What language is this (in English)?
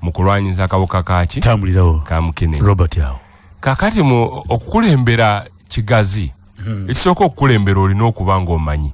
Ganda